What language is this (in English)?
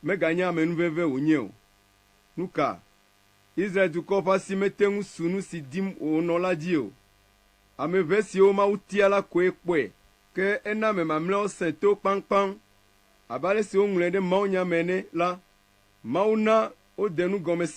Ewe